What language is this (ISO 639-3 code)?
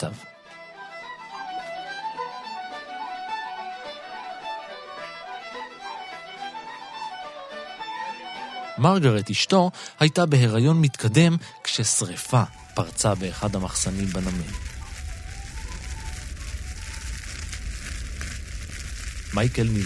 heb